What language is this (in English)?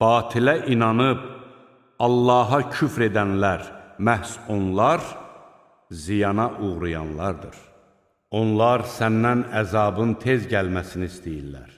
Azerbaijani